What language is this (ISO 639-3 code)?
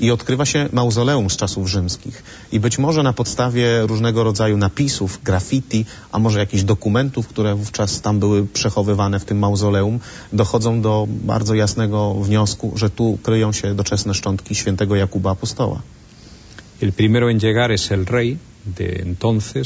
pol